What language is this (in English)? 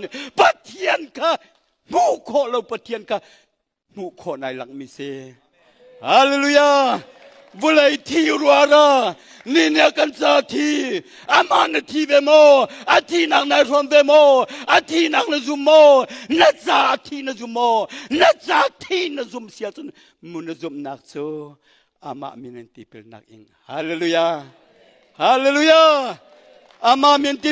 Hakha Chin